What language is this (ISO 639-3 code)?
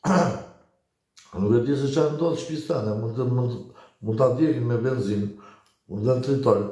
sqi